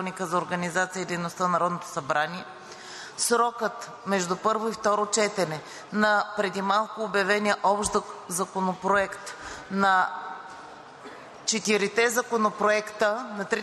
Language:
Bulgarian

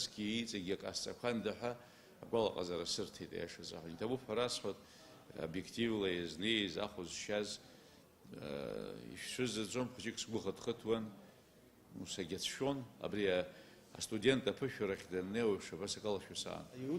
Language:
Abkhazian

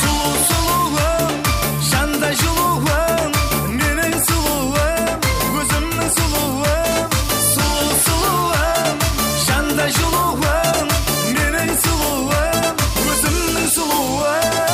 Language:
Kara-Kalpak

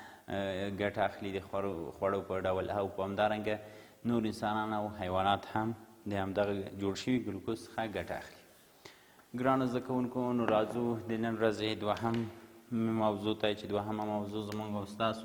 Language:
Pashto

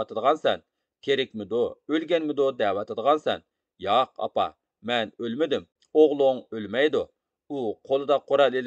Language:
Uyghur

